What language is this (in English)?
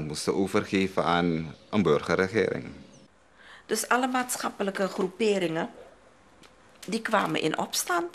Dutch